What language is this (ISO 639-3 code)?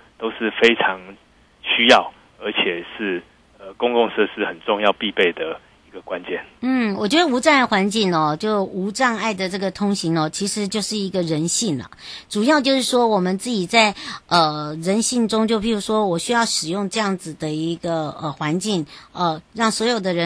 zho